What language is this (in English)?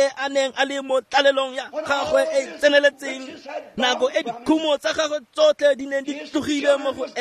Tswana